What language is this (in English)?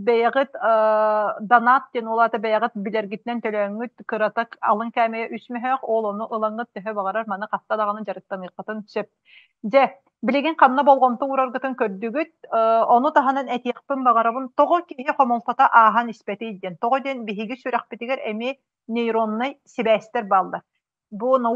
Yakut